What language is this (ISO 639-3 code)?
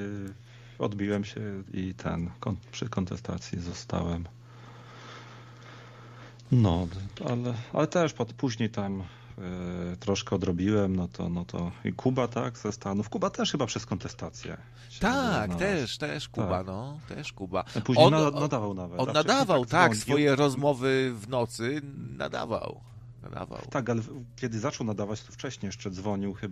pol